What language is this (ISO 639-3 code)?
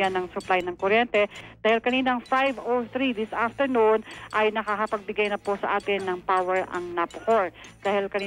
fil